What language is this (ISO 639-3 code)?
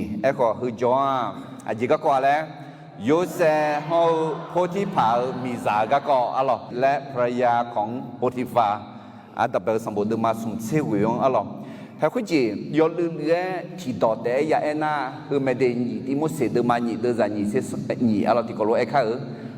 ahk